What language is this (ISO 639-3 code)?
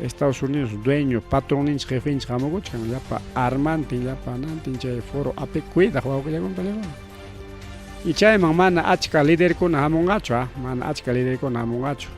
quy